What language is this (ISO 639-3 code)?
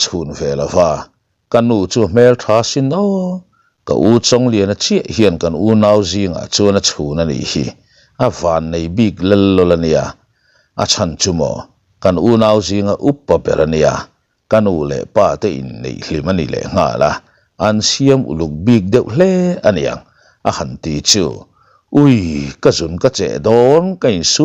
lus